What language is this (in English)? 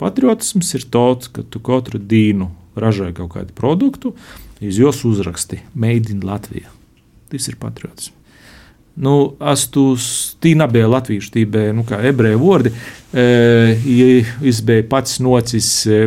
Latvian